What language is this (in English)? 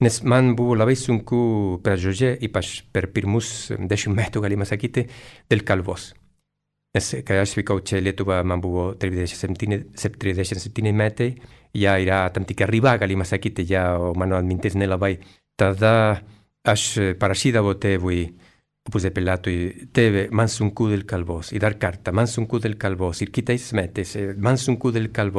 Lithuanian